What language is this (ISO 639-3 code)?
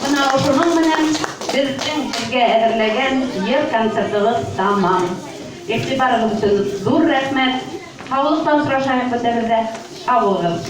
bak